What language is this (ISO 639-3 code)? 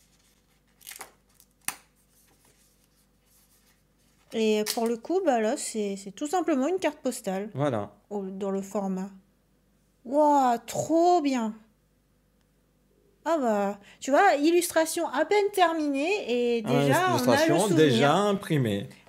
fra